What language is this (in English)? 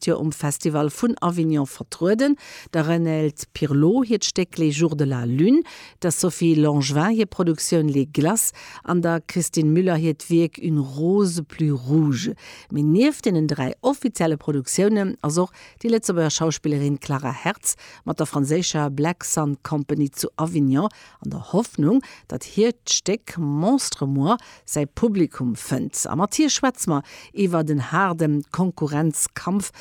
Luxembourgish